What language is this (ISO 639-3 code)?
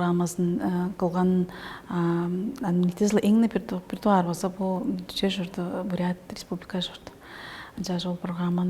tyv